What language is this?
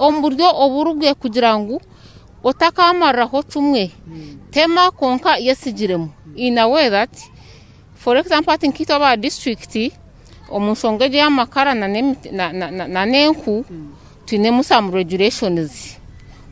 Nyankole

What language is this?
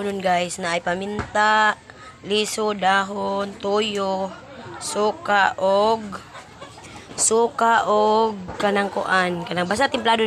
Cebuano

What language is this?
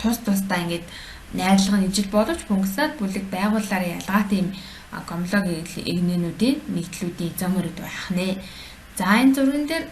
Mongolian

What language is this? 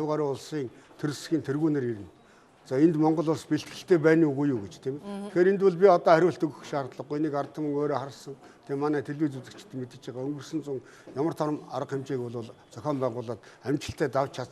Mongolian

